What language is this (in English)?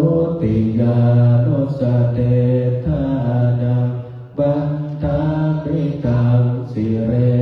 Pali